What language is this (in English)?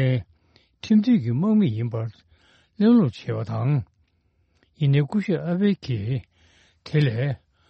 Tibetan